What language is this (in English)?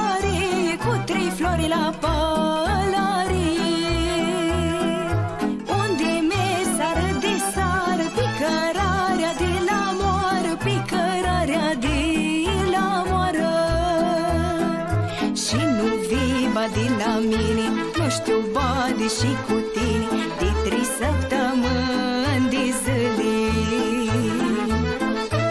Romanian